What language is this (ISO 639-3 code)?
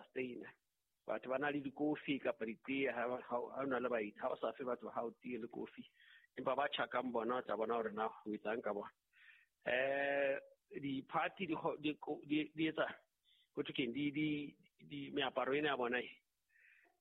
sot